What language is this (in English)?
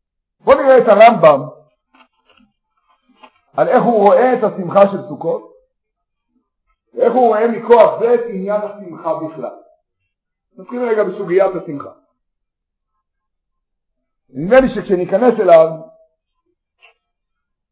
Hebrew